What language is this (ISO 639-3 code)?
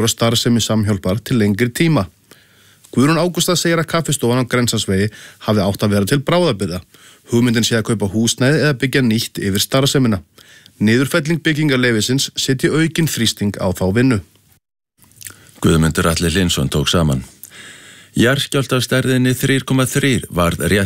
isl